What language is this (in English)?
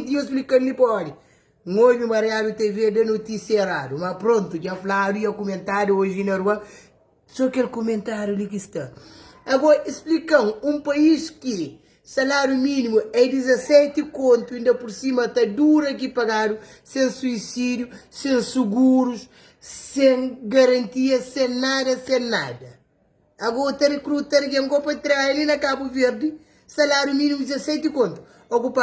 Kabuverdianu